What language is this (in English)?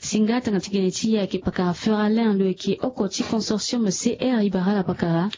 Sango